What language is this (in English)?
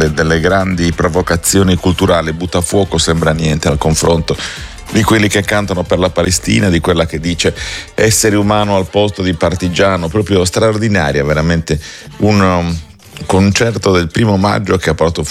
Italian